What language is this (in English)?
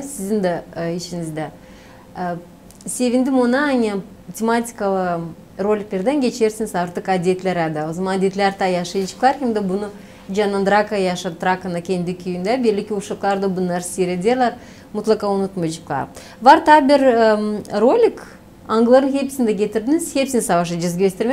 Gagauz